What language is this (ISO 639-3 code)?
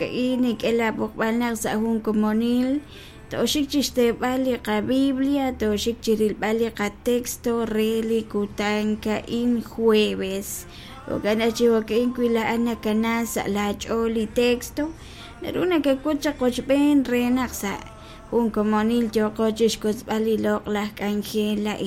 kek